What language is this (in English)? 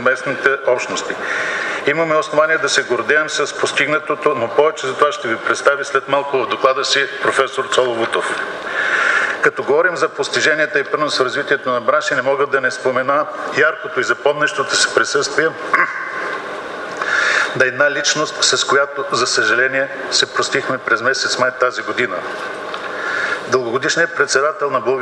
Bulgarian